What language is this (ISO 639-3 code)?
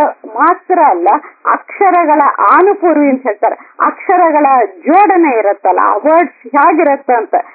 kan